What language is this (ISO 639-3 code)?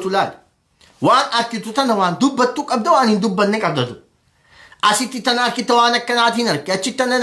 orm